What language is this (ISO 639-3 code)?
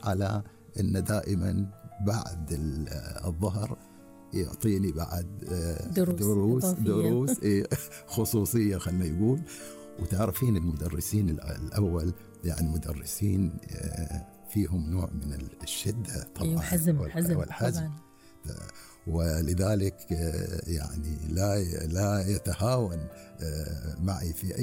afb